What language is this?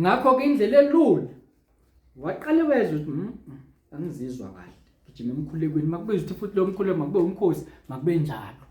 Zulu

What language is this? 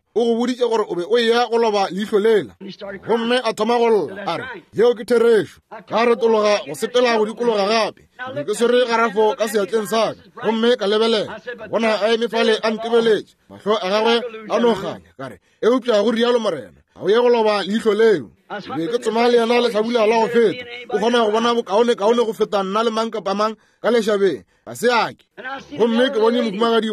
Northern Sotho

